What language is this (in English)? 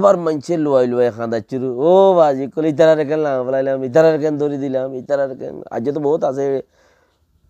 Rohingya